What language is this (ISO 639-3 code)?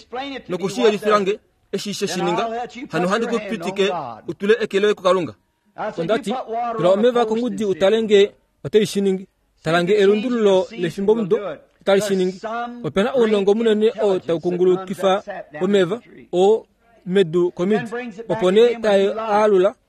kua